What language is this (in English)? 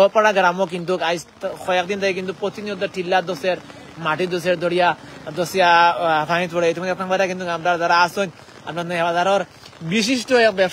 Sylheti